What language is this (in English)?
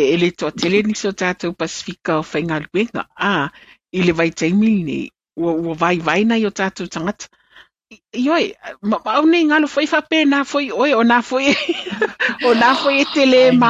Samoan